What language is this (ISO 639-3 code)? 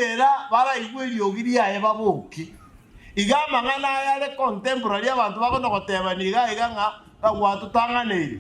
guz